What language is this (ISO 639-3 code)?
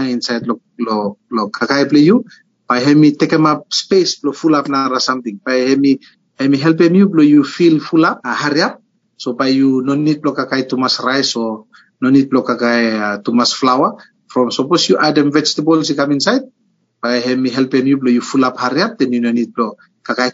bis